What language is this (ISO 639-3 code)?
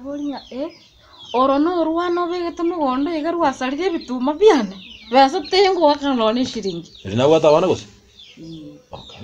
guz